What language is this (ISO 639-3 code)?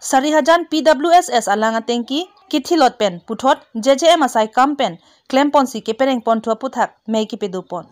mjw